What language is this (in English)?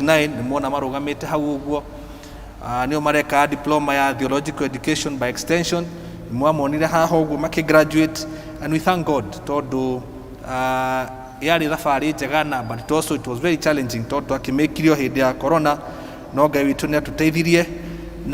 Kikuyu